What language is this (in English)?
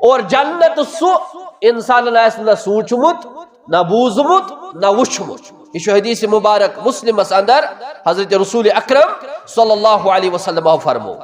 Kashmiri